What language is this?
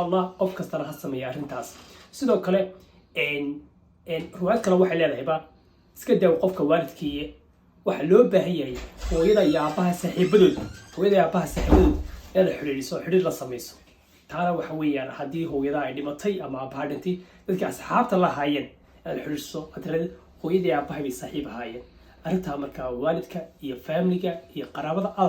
Somali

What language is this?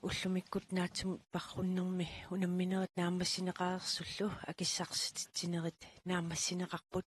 Kalaallisut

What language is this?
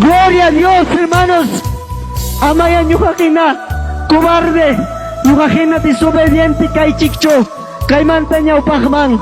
Ayacucho Quechua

